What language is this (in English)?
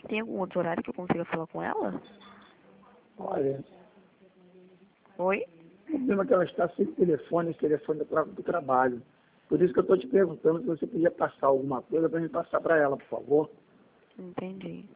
Portuguese